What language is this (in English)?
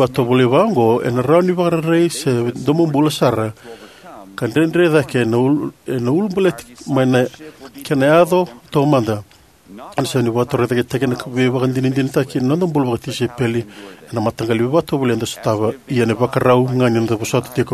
Fijian